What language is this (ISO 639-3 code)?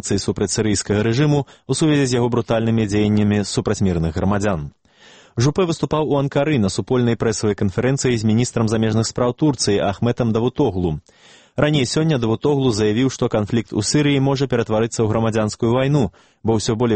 bel